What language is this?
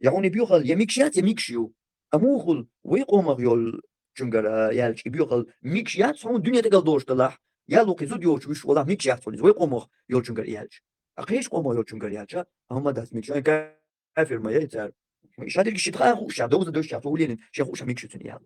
Chechen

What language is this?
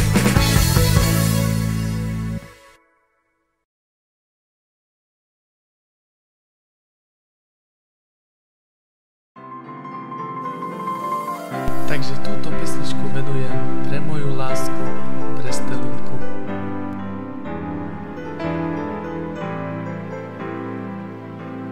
Slovak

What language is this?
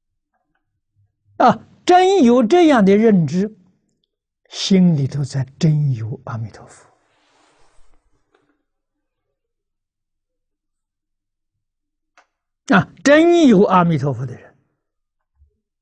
Chinese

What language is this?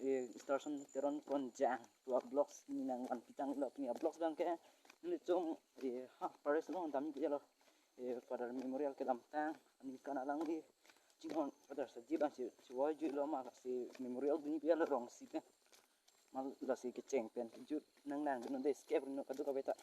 Karbi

